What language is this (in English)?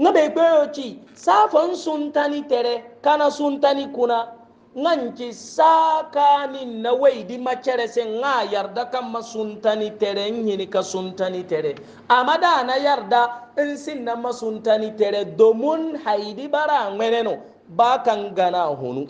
Hausa